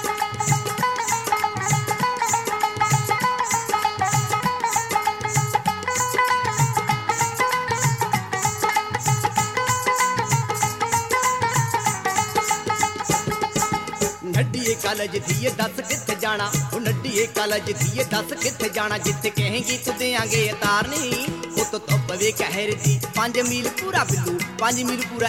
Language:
Punjabi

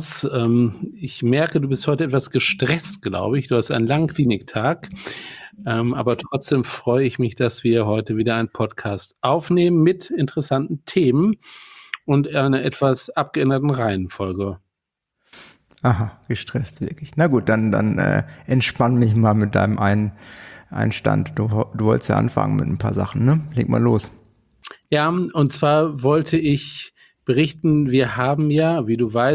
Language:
German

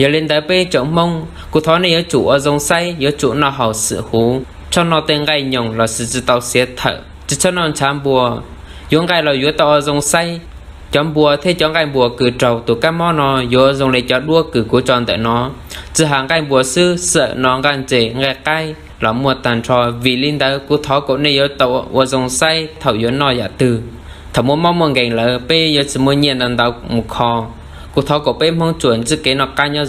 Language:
Hmong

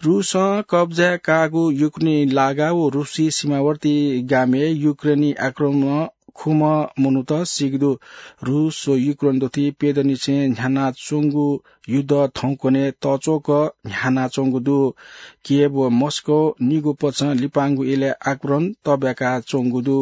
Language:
Newari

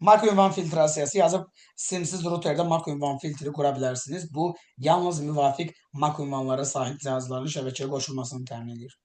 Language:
Azerbaijani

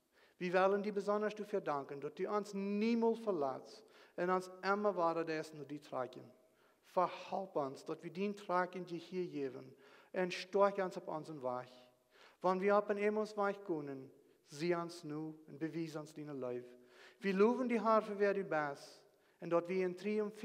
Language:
Plautdietsch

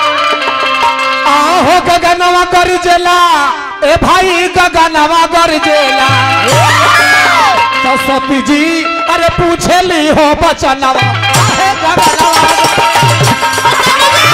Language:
Bhojpuri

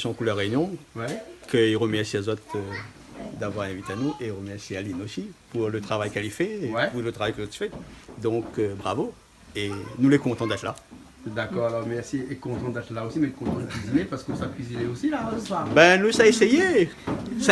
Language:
Réunion Creole French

